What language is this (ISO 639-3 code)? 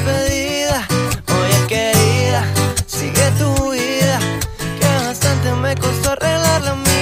spa